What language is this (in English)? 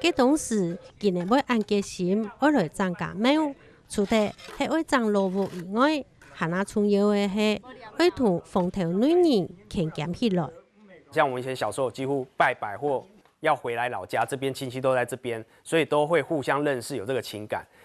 Hakka Chinese